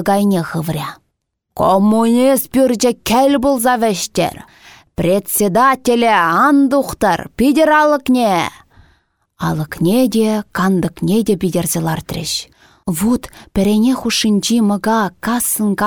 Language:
Chuvash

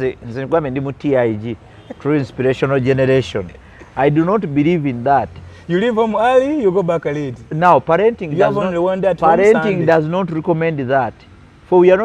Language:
Ganda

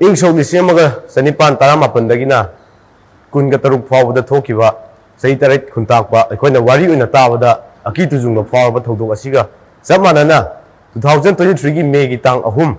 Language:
Manipuri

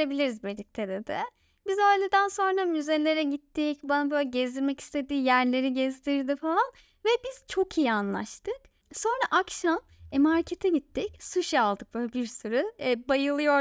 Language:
Turkish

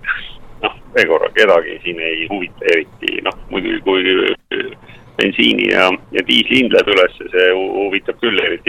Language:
Estonian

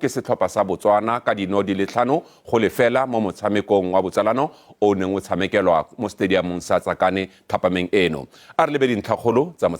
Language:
Tswana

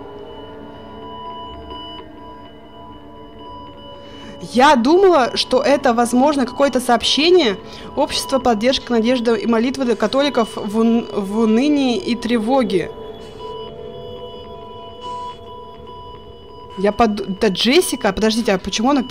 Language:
Russian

